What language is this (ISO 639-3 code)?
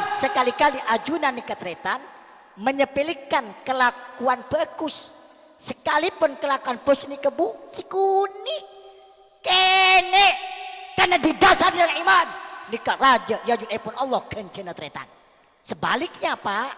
mad